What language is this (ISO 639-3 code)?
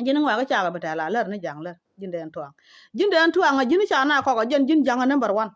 nus